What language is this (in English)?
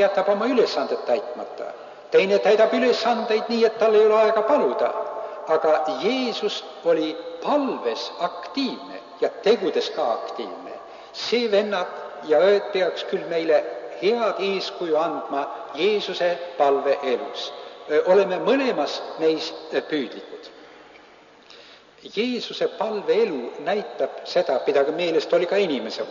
Estonian